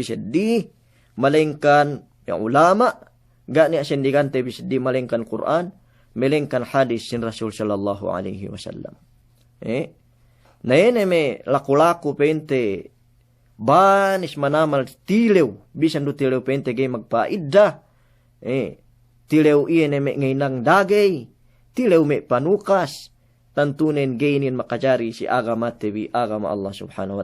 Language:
Yakan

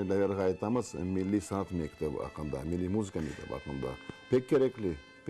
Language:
Crimean Tatar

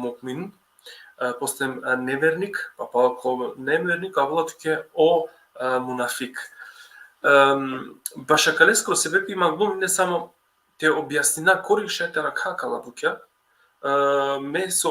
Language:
Balkan Romani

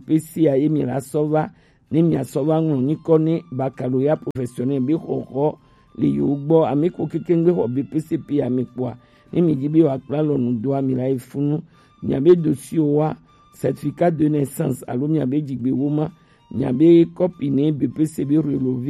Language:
Gen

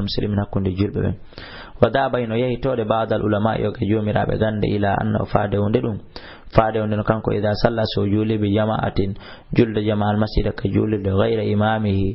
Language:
Fula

